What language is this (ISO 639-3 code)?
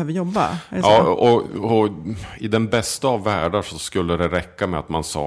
swe